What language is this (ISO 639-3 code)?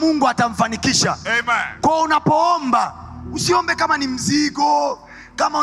swa